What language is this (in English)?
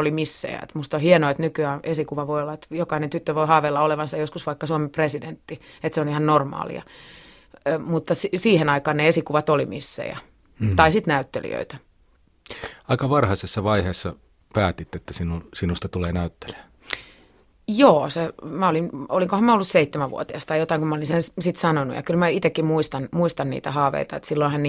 Finnish